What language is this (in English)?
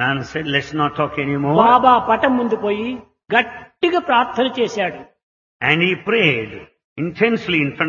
Telugu